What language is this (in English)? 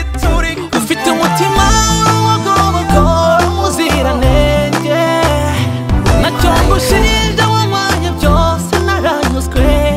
Kinyarwanda